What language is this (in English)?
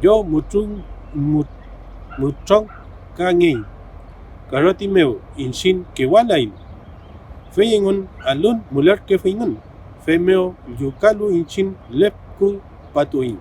Mapuche